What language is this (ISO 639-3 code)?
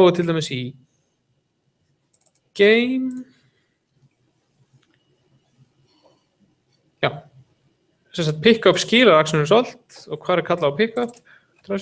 isl